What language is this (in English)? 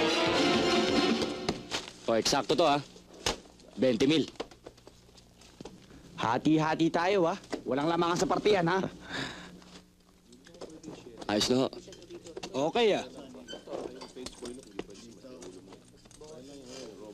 Filipino